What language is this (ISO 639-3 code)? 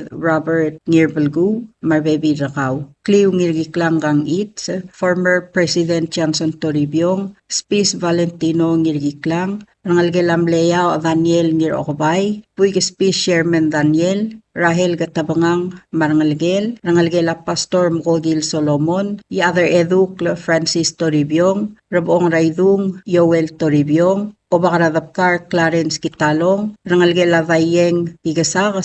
pau